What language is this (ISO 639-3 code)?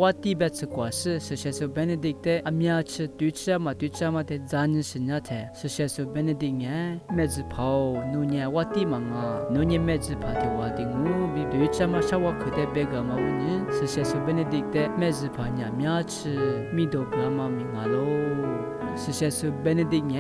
lis